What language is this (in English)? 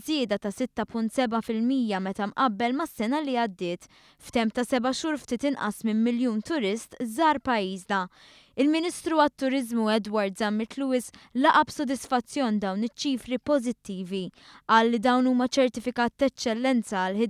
Maltese